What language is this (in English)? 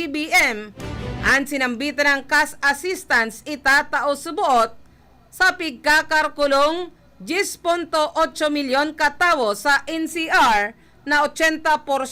Bikol